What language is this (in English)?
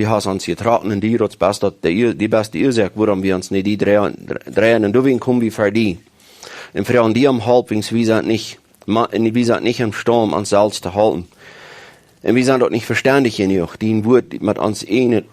Plautdietsch